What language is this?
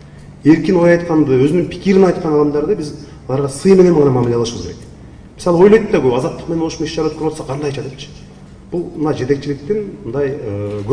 Kyrgyz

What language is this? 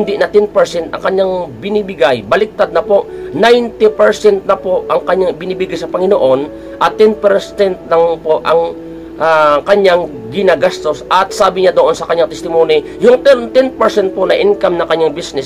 Filipino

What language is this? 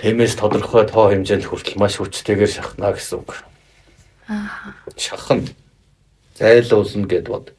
Mongolian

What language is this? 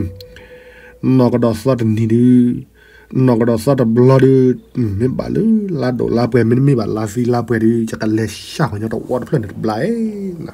S'gaw Karen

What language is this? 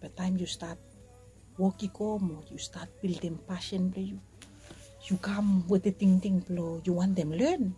Bislama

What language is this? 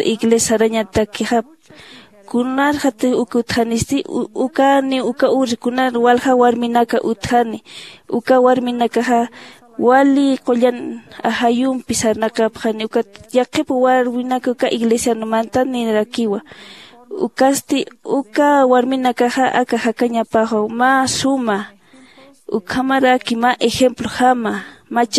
Aymara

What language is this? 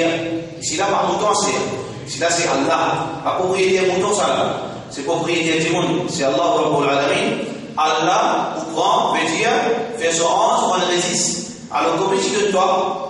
Morisyen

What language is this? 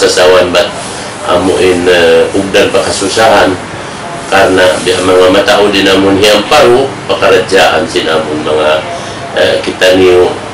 Tausug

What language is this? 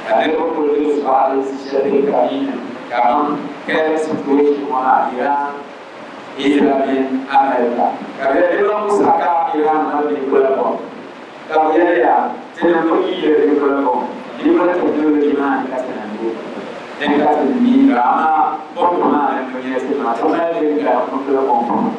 Dagbani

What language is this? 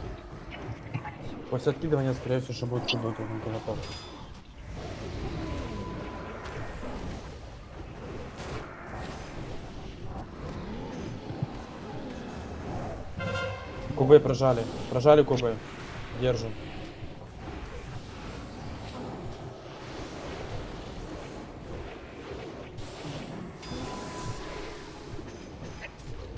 Russian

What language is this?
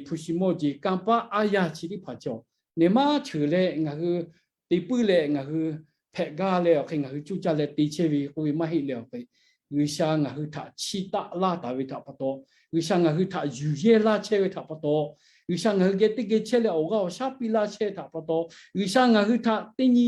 Lahu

